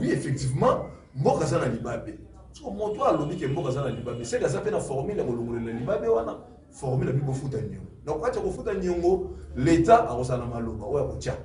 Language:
Lingala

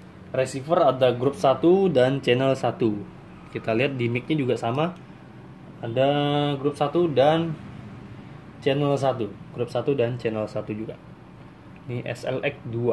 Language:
Indonesian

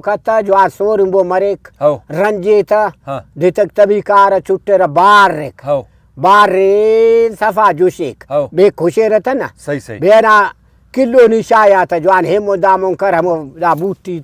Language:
Brahui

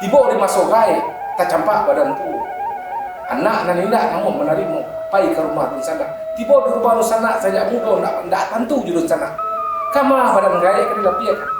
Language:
Minangkabau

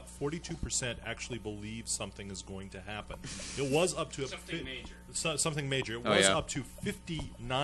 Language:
English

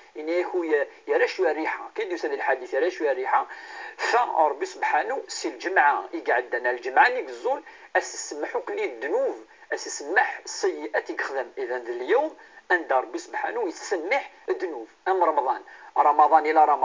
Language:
Kabyle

